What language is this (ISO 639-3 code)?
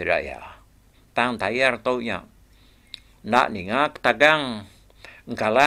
iba